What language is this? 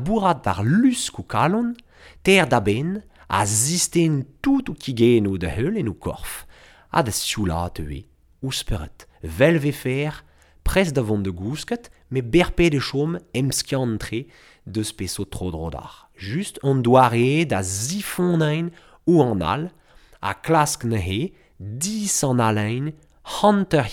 Breton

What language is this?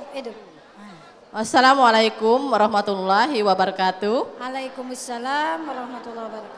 Musi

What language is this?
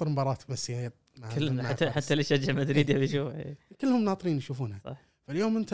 Gulf Arabic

